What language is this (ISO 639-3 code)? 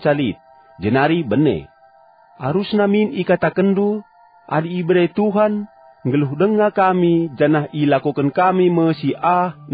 btx